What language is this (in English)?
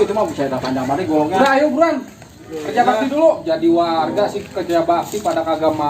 Betawi